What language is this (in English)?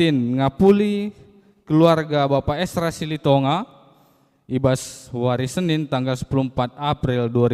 Batak Karo